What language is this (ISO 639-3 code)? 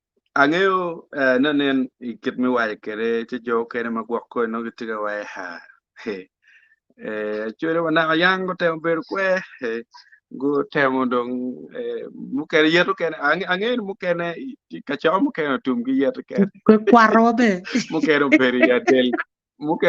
ach